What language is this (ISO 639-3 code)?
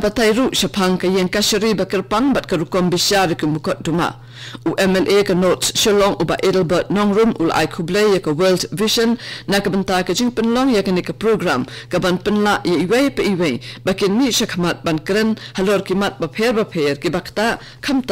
kha